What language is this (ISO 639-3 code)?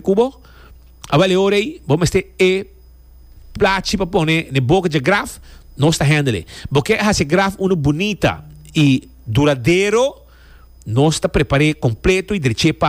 pap